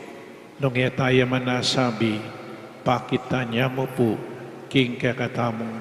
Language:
Pampanga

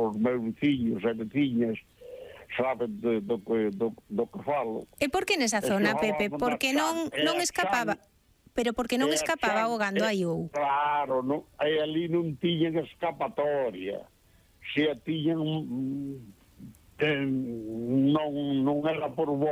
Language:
Galician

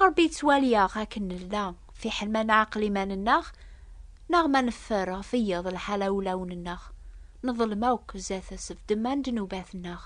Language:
Kabyle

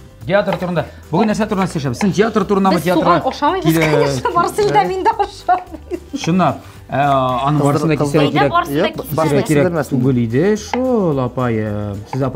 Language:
Tatar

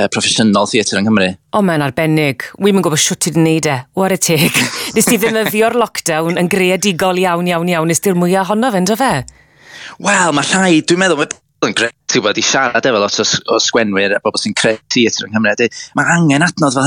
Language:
Welsh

